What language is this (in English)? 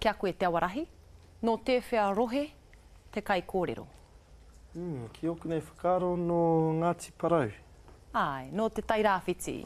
Māori